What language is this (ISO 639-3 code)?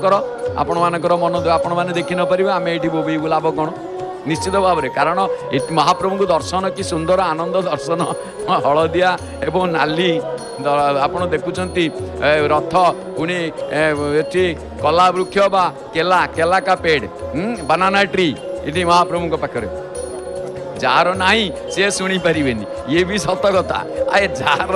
ori